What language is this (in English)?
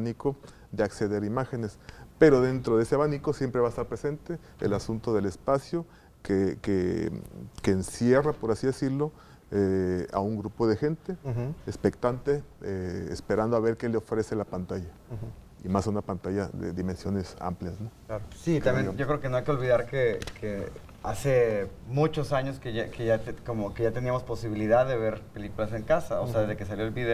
Spanish